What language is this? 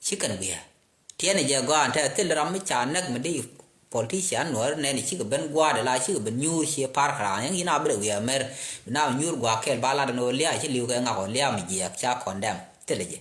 Nuer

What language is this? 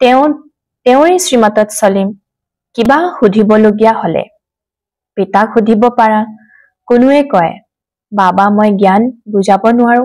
Assamese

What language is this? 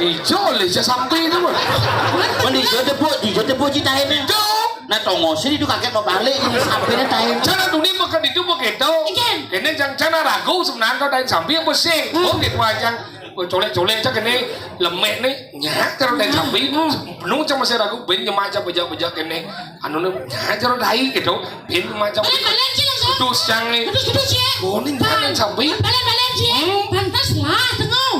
Balinese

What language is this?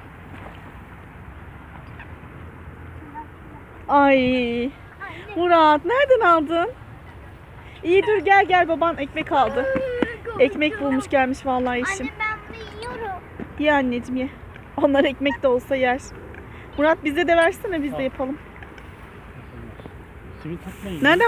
Turkish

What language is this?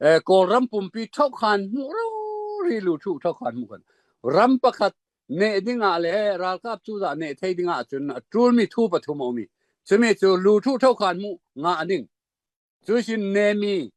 Falam Chin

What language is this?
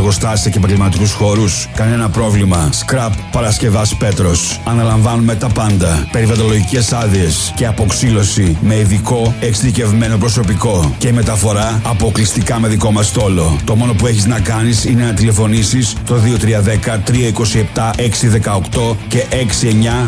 Greek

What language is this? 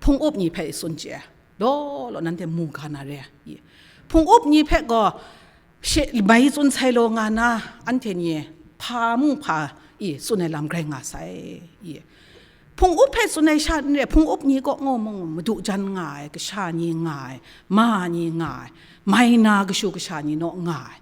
Kachin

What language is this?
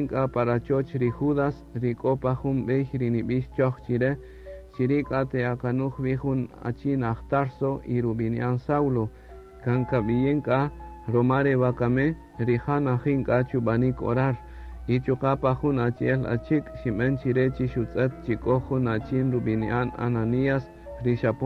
Kaqchikel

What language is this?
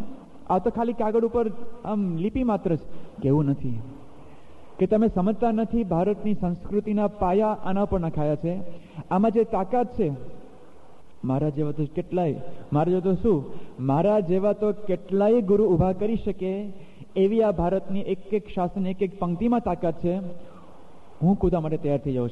Gujarati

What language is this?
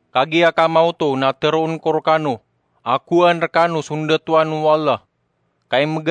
Maranao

